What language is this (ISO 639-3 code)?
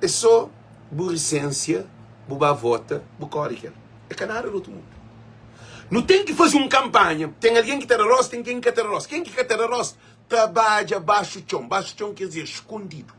kea